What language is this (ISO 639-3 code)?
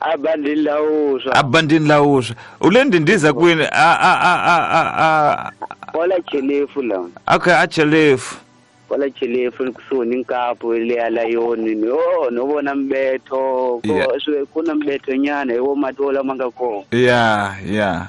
tso